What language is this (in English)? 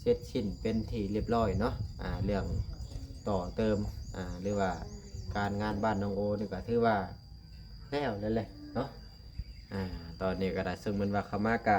Lao